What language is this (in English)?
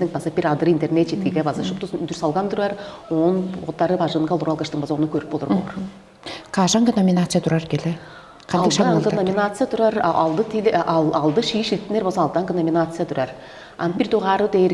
Tuvinian